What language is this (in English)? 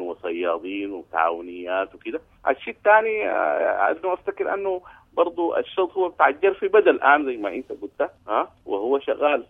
Sudanese Arabic